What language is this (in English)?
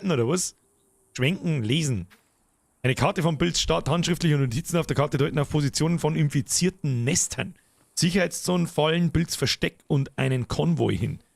Bavarian